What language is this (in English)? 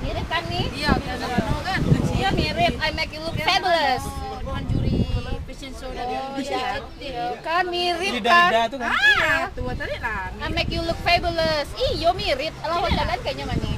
Minangkabau